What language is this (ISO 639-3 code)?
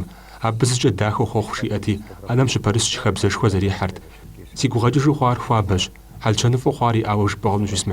kbd